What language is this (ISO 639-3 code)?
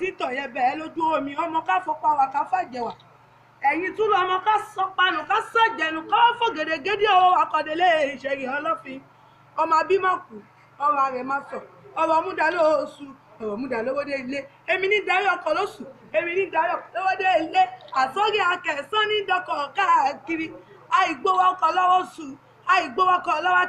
yor